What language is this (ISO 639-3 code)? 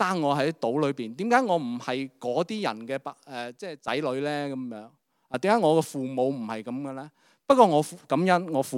yue